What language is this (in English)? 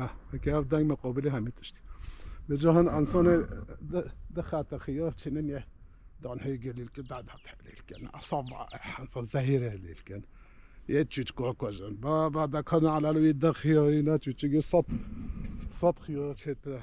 Kurdish